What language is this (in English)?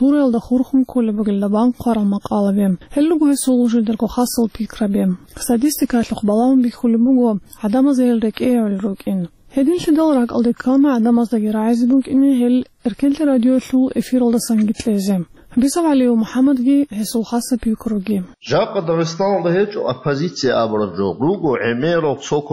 Avaric